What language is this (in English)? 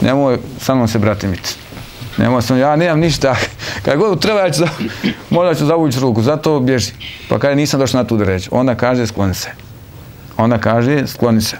Bosnian